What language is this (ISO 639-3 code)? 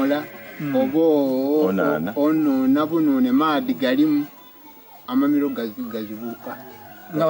xog